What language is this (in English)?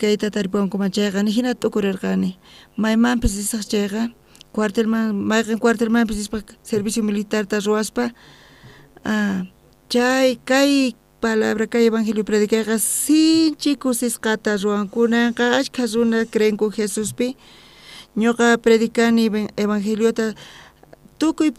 South Bolivian Quechua